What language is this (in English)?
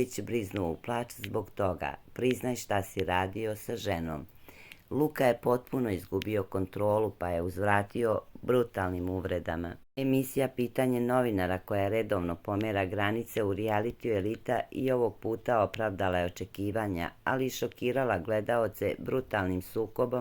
Serbian